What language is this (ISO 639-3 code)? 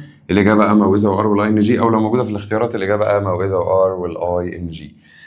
arz